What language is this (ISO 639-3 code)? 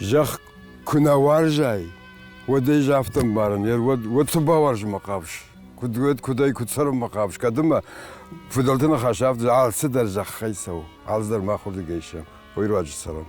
oss